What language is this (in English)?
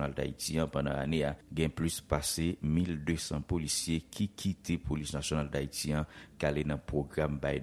Haitian Creole